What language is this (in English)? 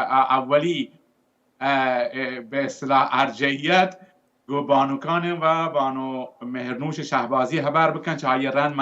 Baluchi